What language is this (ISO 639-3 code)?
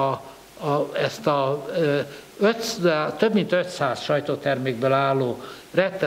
hun